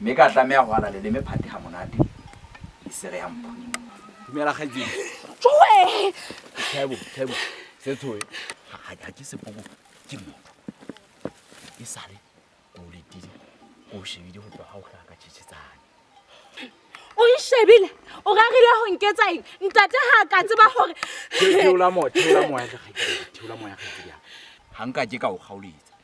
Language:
Southern Sotho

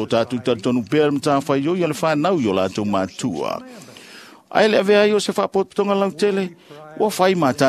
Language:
Samoan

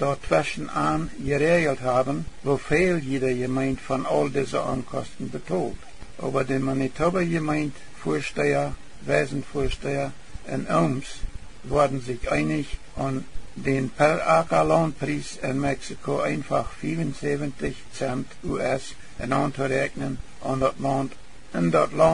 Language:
Plautdietsch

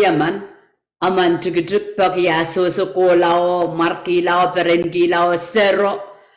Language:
Pohnpeian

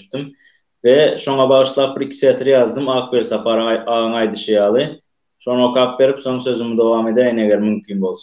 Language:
Turkmen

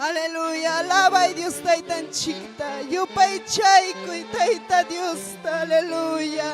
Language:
Ayacucho Quechua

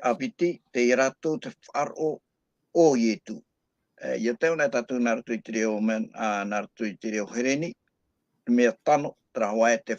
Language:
Tahitian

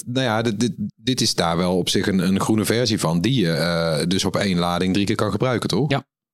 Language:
Dutch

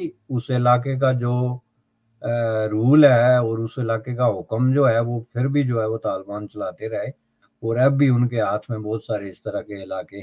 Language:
Urdu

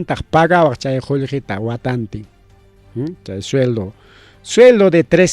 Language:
Ayacucho Quechua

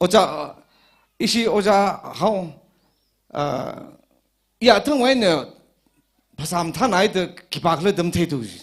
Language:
Tangkhul Naga (India)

